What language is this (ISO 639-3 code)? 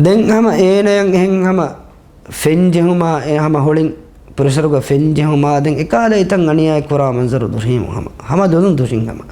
div